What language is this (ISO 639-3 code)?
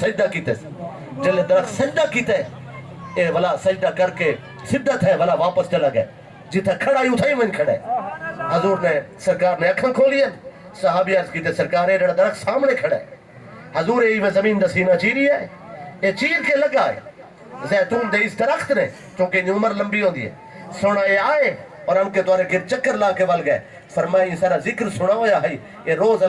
skr